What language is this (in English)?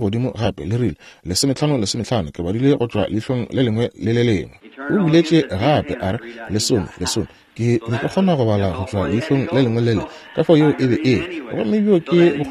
Northern Sotho